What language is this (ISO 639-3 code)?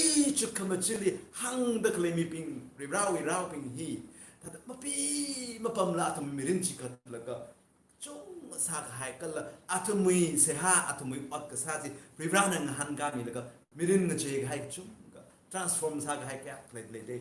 nmf